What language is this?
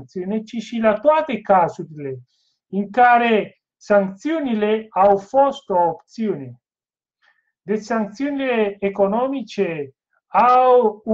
Romanian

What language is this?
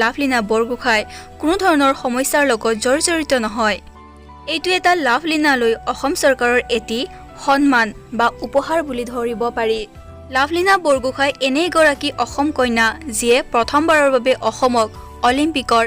Assamese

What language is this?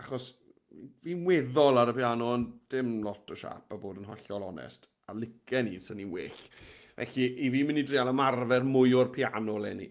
Welsh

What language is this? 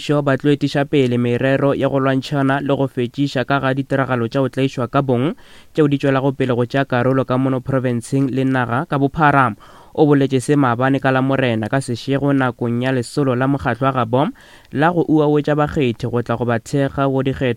Northern Sotho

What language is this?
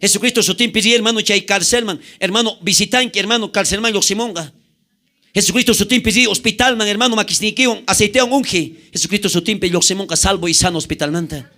South Bolivian Quechua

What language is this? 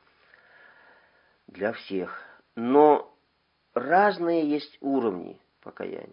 Russian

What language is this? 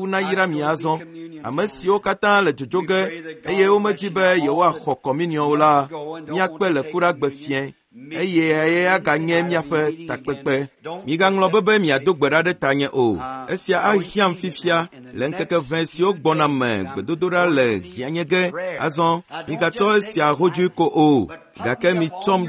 Ewe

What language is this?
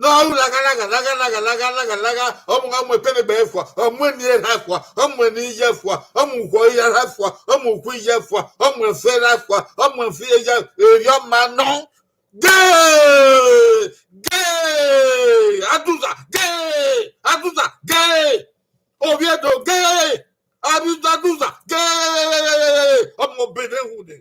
Bini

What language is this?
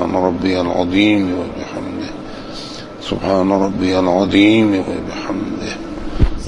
Persian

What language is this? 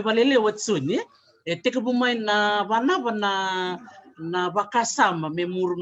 Fijian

